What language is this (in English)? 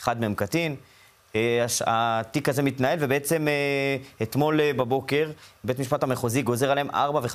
Hebrew